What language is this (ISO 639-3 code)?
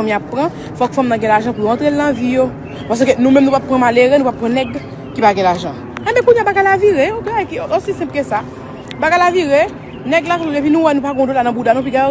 hat